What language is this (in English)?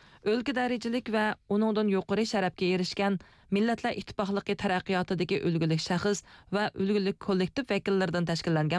Uyghur